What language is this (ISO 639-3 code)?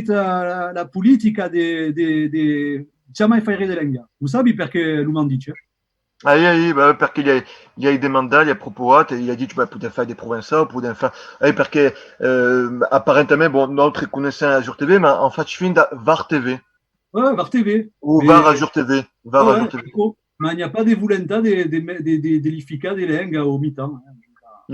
oci